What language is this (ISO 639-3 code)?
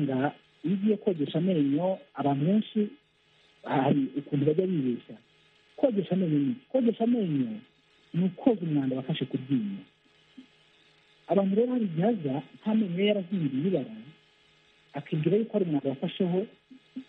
kin